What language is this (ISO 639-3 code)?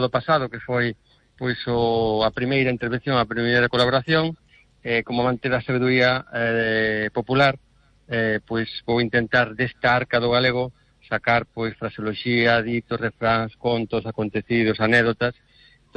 glg